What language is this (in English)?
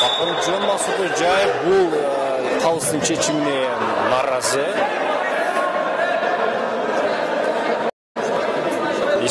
Kyrgyz